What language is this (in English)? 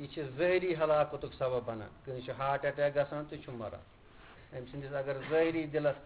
Kashmiri